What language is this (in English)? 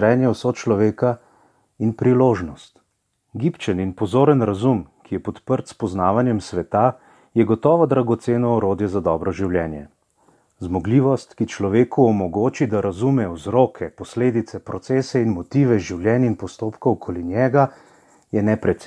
Slovenian